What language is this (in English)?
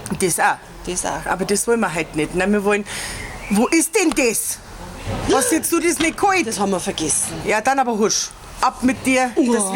Bavarian